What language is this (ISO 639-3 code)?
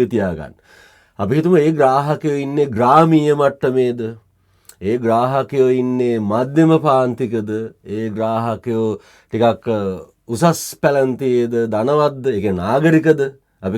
sin